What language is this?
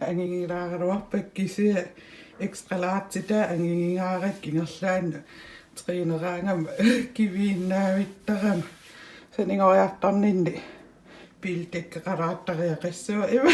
Kalaallisut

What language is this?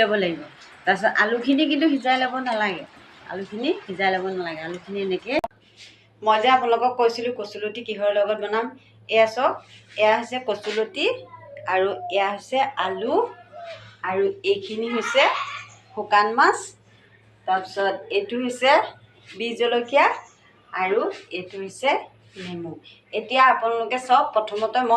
Assamese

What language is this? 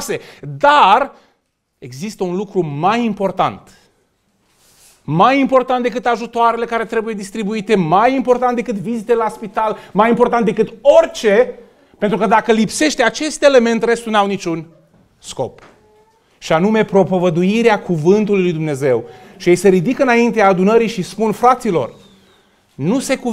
Romanian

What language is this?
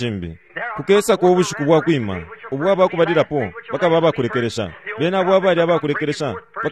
Bemba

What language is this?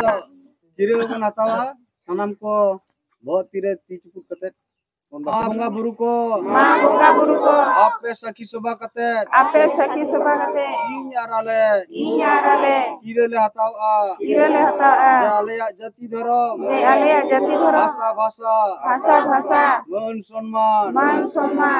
Santali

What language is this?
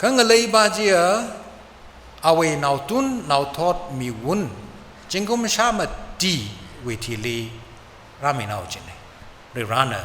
Tangkhul Naga (India)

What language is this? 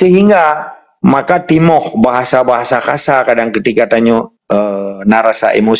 Achinese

